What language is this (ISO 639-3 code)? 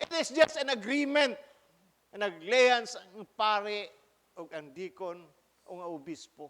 ceb